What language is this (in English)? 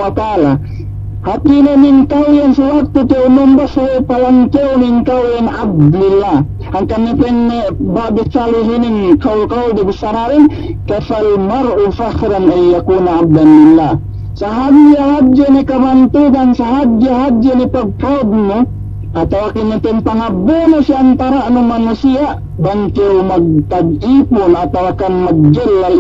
Yakan